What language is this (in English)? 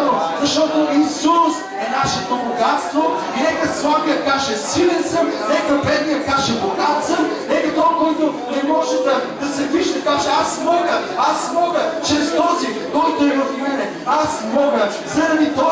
Bulgarian